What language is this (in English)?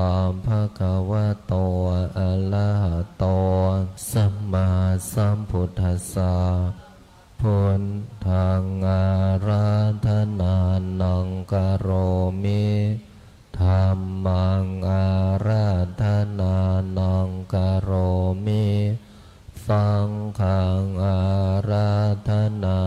Pali